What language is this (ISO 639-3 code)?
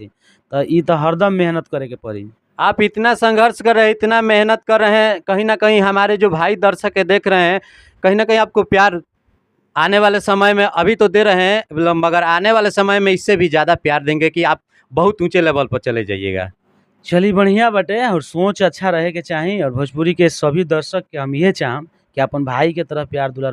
bho